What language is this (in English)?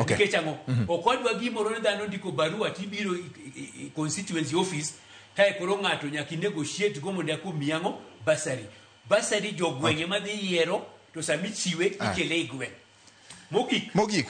Luo (Kenya and Tanzania)